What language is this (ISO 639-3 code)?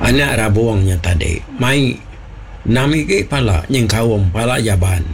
iba